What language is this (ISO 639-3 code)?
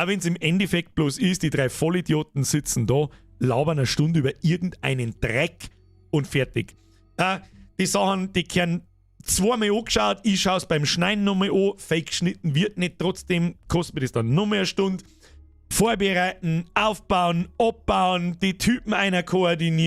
bar